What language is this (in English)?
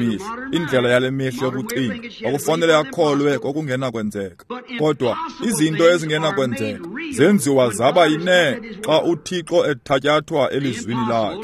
Xhosa